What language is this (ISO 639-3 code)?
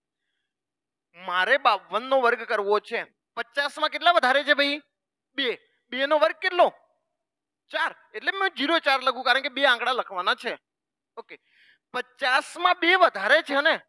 guj